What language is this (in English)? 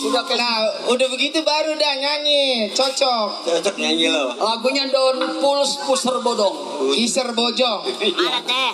Betawi